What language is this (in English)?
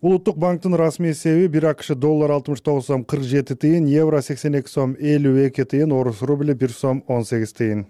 Kyrgyz